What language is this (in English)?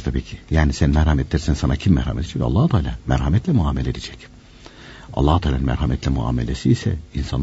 Turkish